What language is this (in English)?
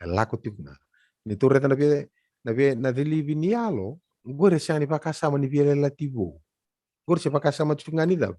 Fijian